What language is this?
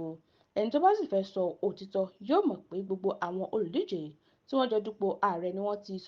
Yoruba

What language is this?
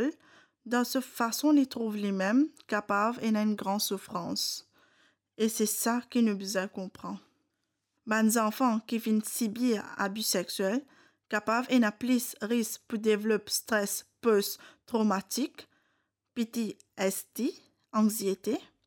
Morisyen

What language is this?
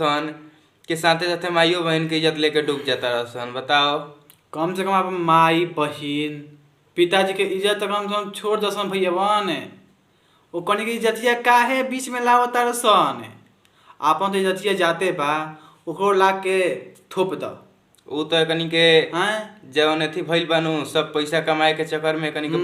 Bhojpuri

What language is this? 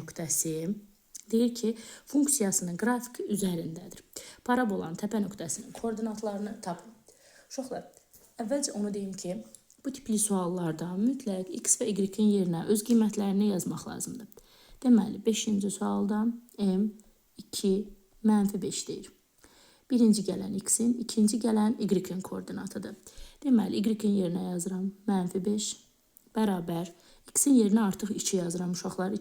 Azerbaijani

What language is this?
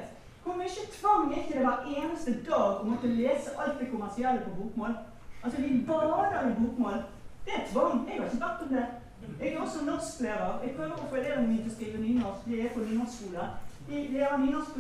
Norwegian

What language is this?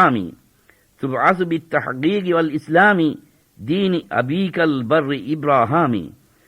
Divehi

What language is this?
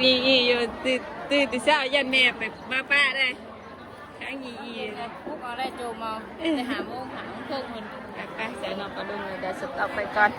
Northeastern Thai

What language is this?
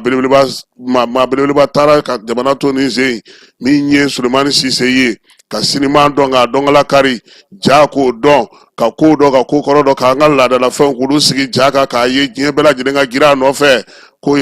Bambara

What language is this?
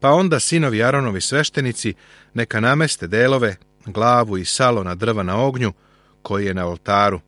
Serbian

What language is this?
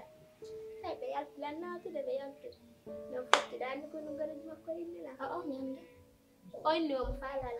Pular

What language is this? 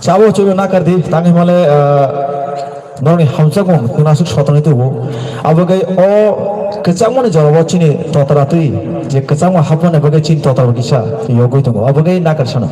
Kok Borok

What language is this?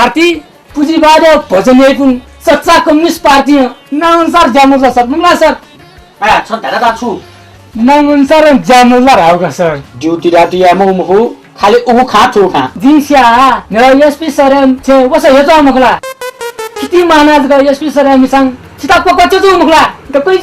Newari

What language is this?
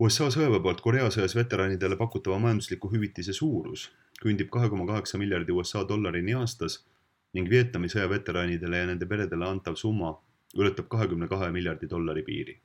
Estonian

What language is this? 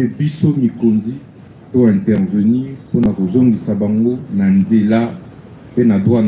Lingala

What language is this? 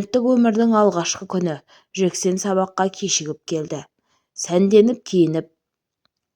Kazakh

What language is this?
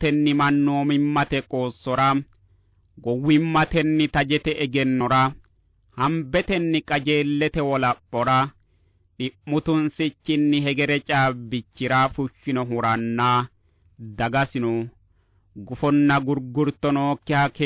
Sidamo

